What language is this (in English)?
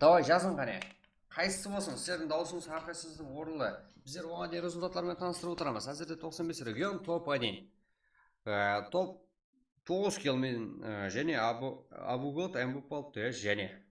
Kara-Kalpak